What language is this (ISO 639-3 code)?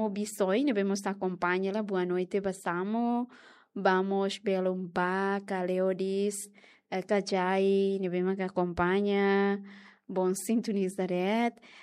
tet